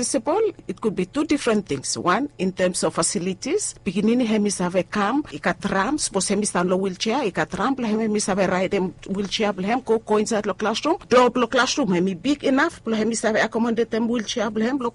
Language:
Bislama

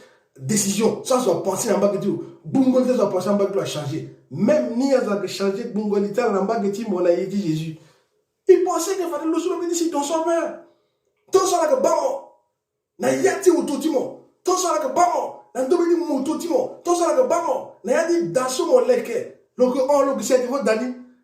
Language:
Sango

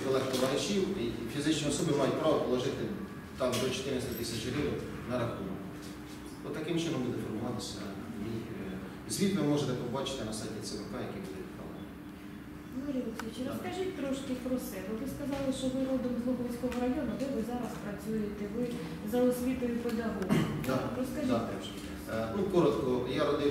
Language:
Ukrainian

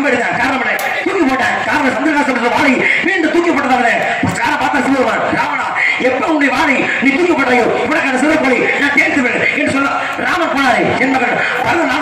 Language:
Tamil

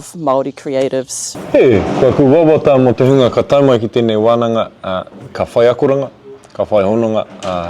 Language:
Māori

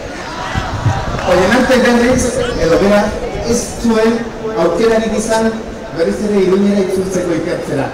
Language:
Basque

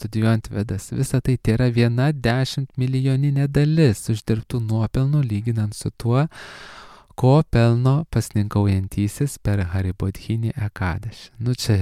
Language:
Lithuanian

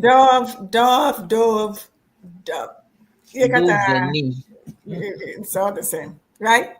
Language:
Ewe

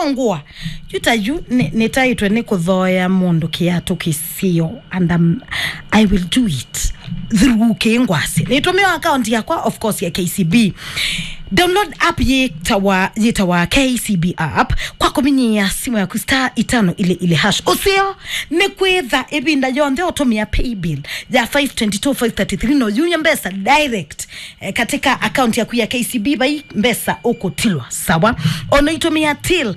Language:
Kamba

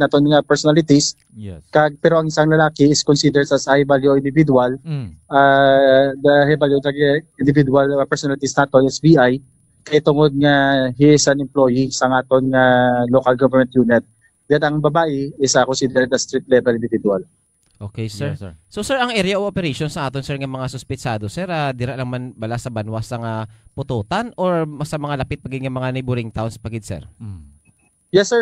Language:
Hiligaynon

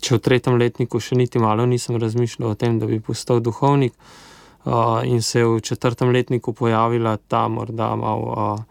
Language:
Slovenian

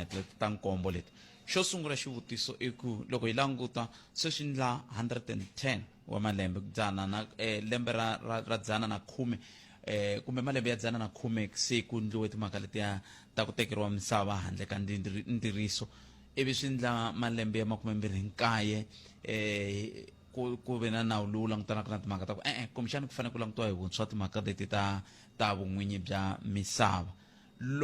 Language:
Tsonga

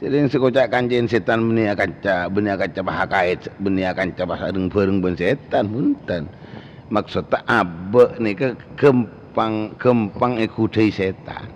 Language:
Madurese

